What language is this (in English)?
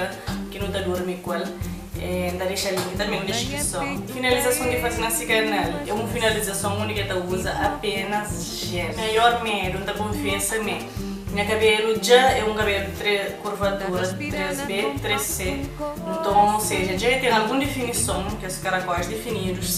Kabuverdianu